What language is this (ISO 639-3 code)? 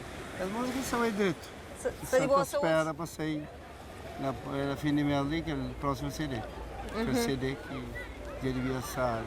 kea